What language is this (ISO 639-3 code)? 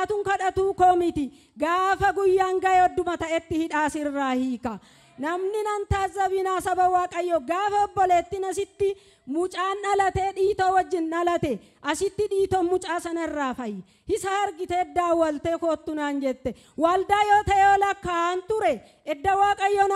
orm